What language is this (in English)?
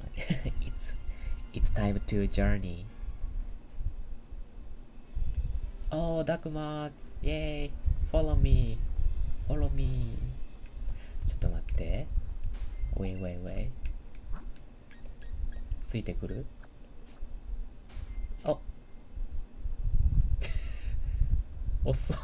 Japanese